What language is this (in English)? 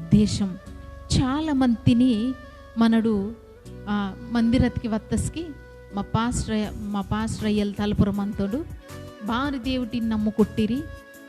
Koya